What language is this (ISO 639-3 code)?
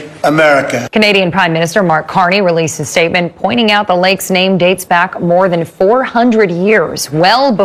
eng